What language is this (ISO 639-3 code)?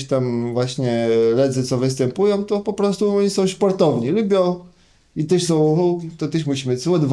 csb